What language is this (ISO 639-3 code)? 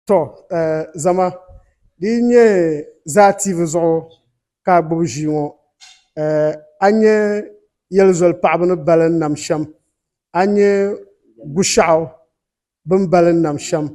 dag